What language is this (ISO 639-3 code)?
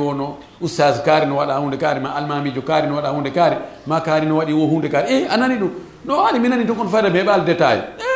ful